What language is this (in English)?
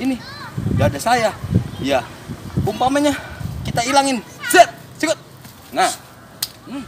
Betawi